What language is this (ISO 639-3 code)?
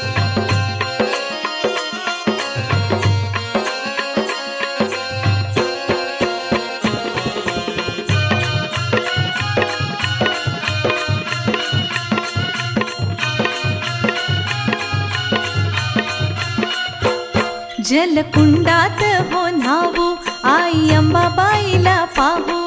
mar